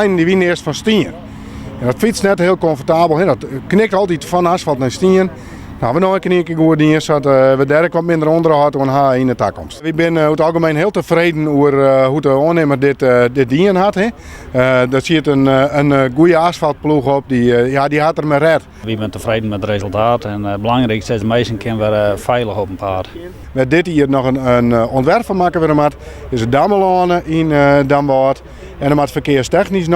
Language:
Western Frisian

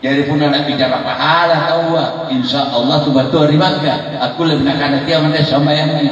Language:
Makasar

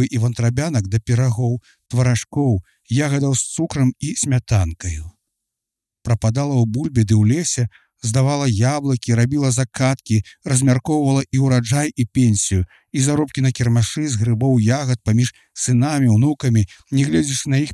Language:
Belarusian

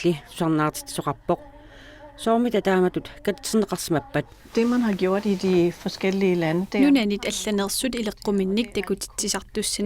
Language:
Kalaallisut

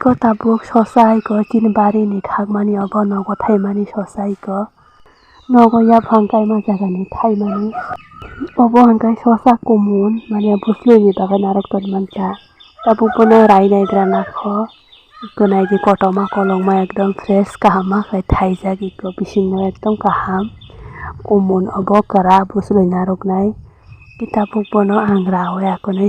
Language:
Kok Borok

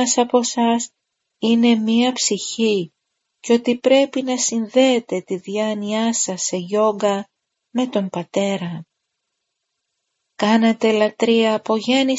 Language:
Greek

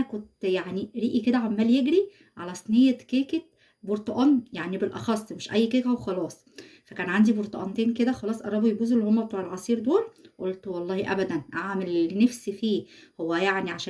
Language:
Egyptian Arabic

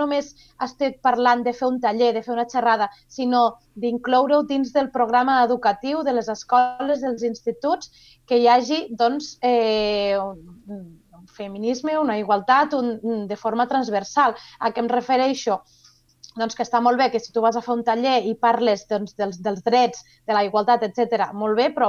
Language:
Catalan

